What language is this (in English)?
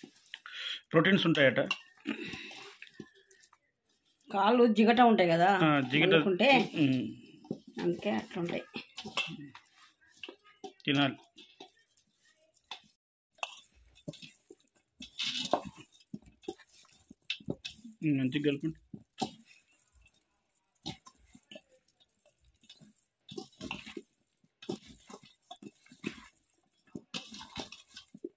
Telugu